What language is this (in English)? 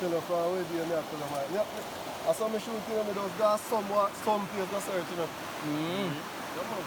Jamaican Creole English